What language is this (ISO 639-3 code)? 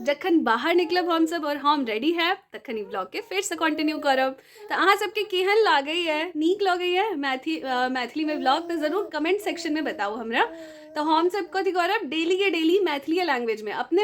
mai